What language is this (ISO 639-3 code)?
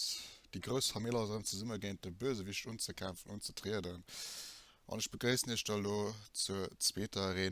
ltz